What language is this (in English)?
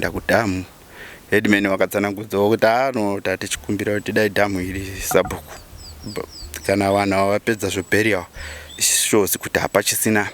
Shona